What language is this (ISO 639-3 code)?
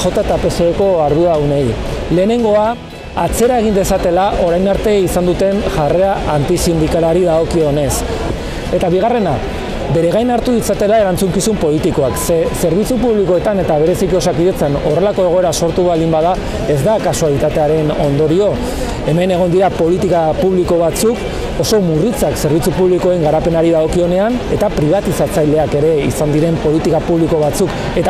eus